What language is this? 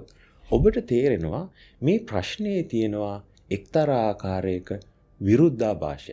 Sinhala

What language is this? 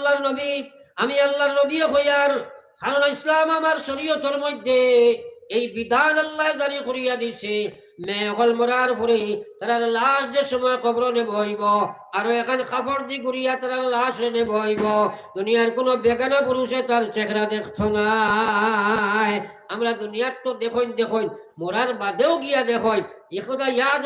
Sylheti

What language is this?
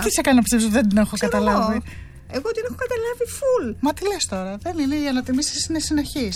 Greek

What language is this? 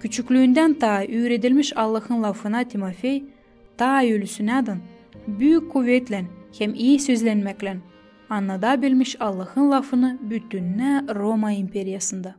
Gagauz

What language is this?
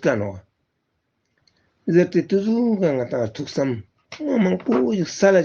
Ladakhi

